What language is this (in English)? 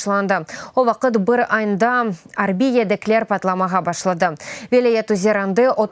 Crimean Tatar